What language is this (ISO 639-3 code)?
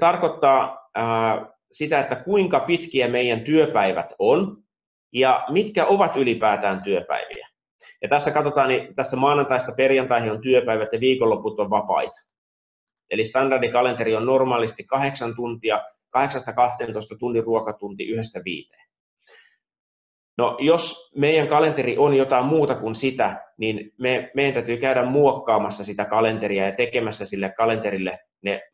fin